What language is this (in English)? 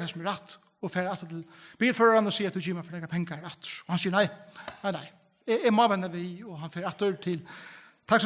Faroese